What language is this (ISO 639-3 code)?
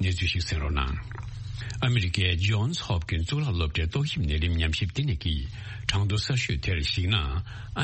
bod